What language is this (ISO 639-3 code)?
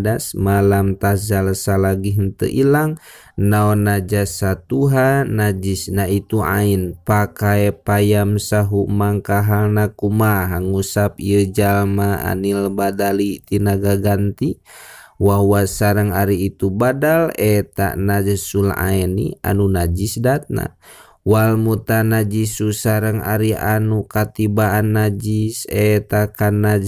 sun